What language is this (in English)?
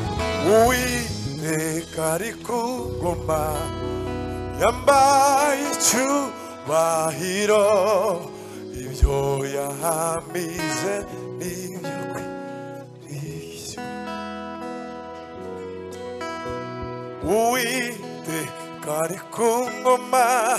Kinyarwanda